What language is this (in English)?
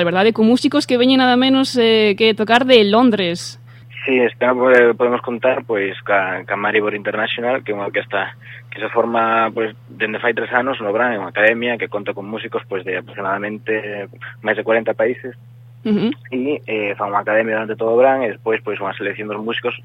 Galician